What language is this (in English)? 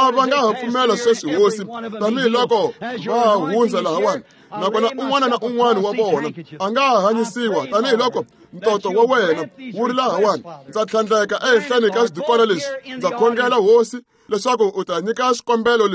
Tsonga